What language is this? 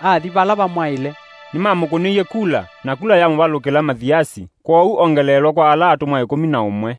Kamba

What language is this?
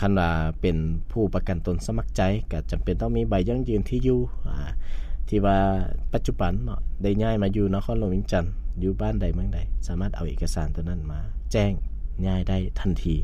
Lao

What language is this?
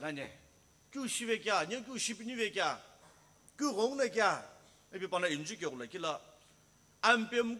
Sumi Naga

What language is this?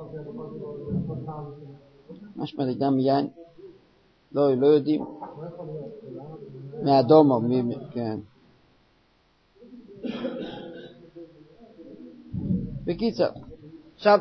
Hebrew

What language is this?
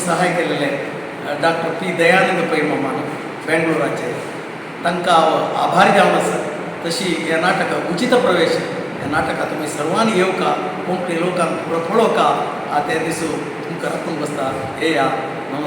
Konkani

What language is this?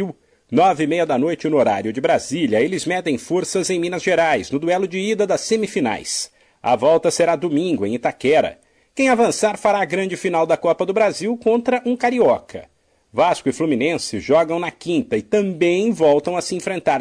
Portuguese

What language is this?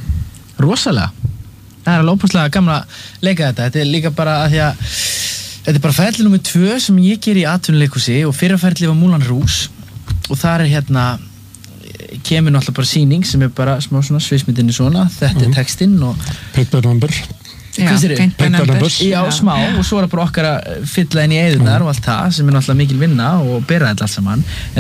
Icelandic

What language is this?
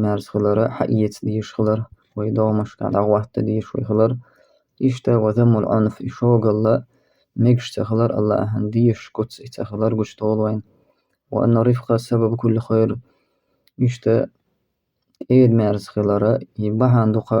Chechen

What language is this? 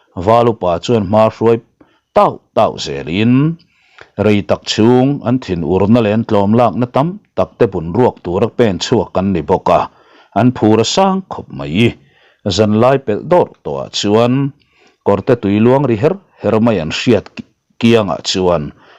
Mizo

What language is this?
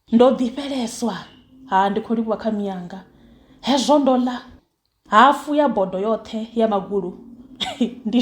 Venda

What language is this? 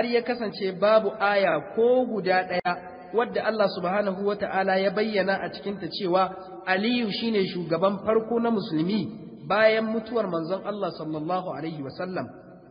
Hausa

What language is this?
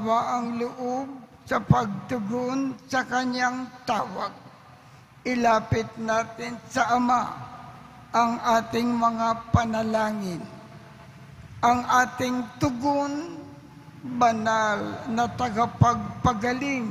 Filipino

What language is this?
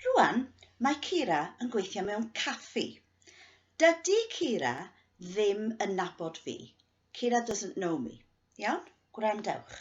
Welsh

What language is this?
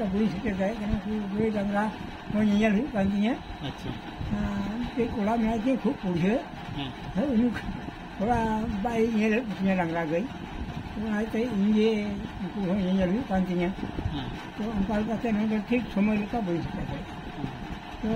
Santali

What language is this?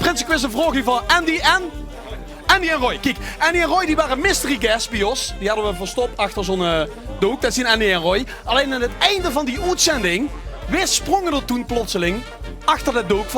Limburgish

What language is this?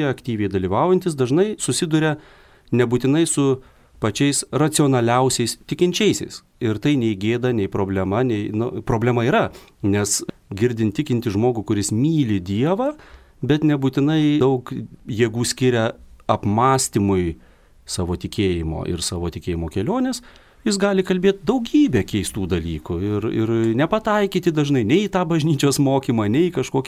Lithuanian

